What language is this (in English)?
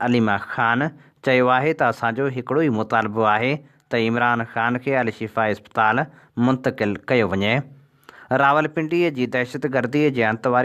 Sindhi